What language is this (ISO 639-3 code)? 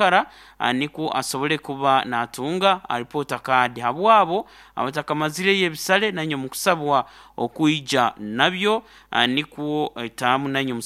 nyo